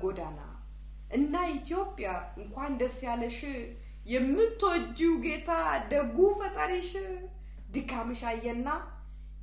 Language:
Amharic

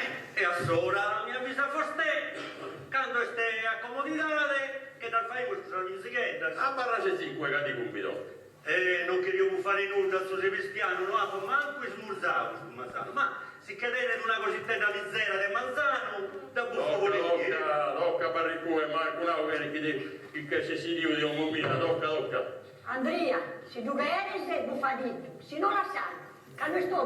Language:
Sardinian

